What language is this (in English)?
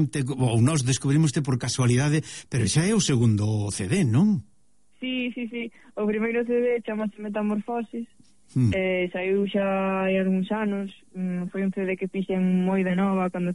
Galician